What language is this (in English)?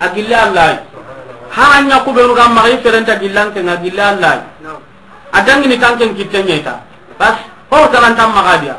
Soninke